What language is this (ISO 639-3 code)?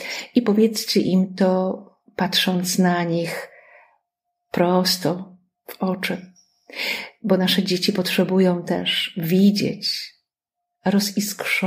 pol